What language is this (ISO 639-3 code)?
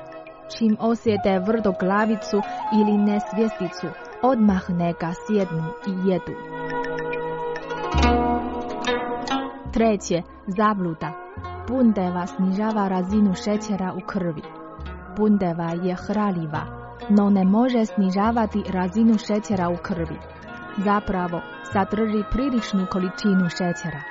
hrv